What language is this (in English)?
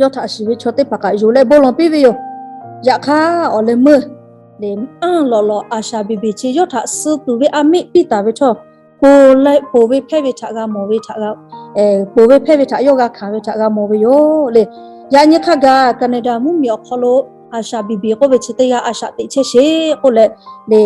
Lahu